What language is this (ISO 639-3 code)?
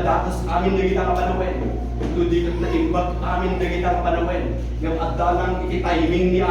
ilo